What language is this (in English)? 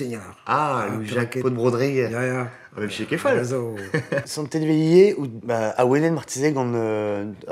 Breton